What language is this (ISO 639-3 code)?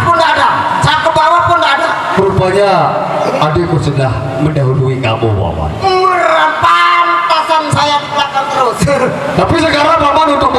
sas